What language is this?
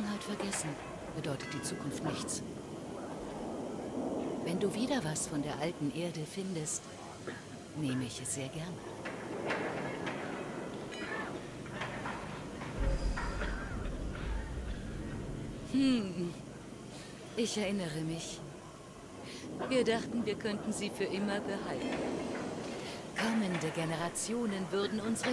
German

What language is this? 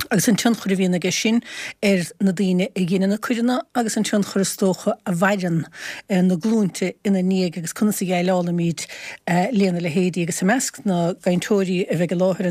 Irish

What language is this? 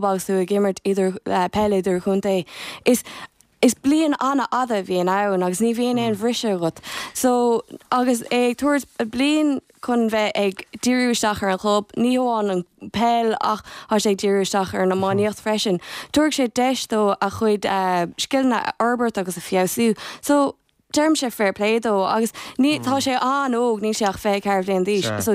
Irish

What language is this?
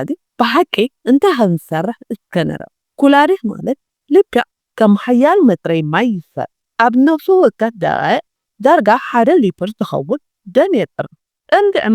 Tigrinya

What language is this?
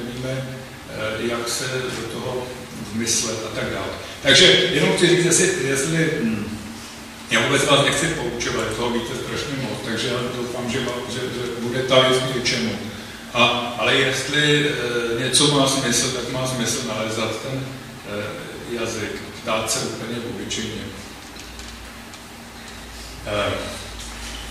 Czech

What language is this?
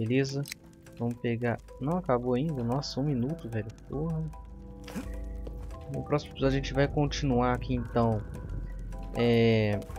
Portuguese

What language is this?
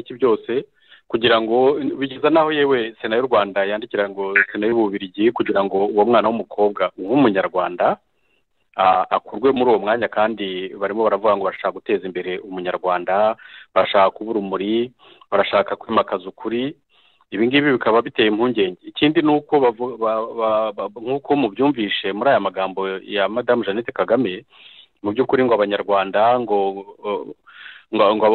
Kinyarwanda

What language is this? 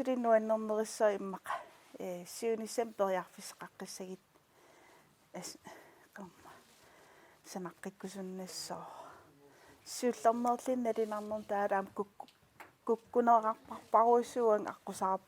Kalaallisut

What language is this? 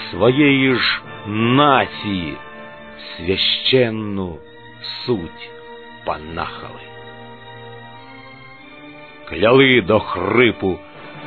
Ukrainian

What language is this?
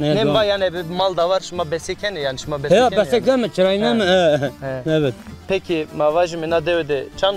Zaza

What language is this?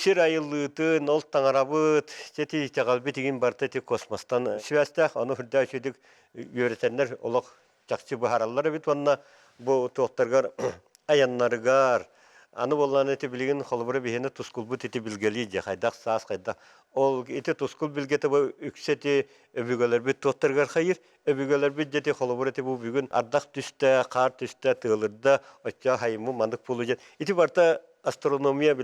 Yakut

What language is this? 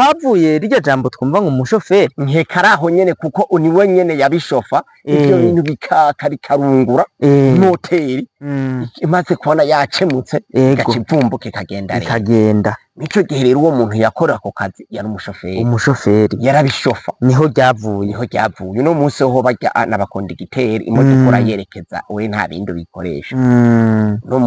Rundi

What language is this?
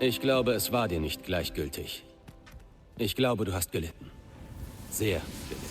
Bavarian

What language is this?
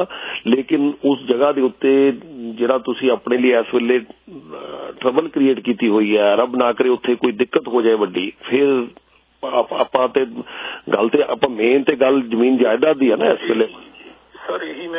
Punjabi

